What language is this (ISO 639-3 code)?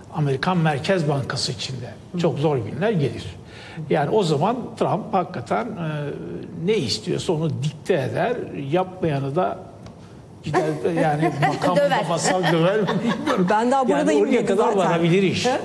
tur